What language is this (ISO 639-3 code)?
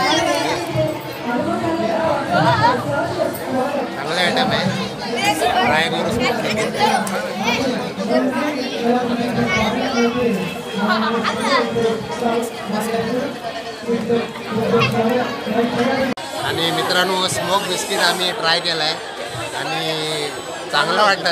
mar